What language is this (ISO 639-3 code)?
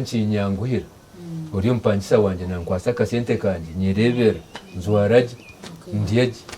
nyn